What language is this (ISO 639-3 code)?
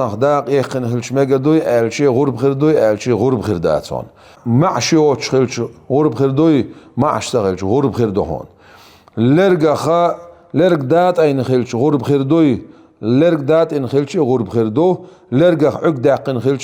che